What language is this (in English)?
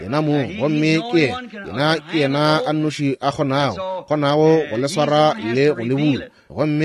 Northern Sotho